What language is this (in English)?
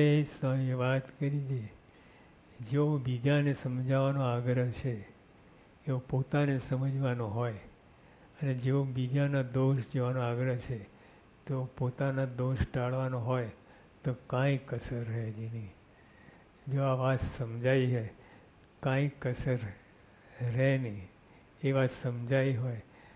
Gujarati